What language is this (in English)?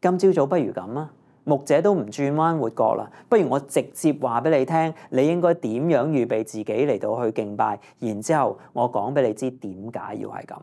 Cantonese